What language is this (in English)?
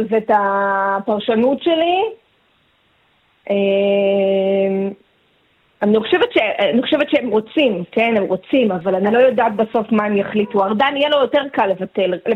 Hebrew